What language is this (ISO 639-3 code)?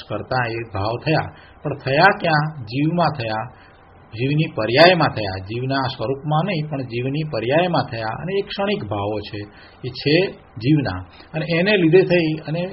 guj